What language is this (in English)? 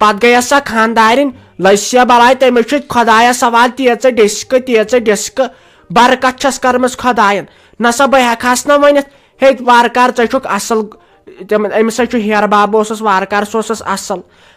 Kashmiri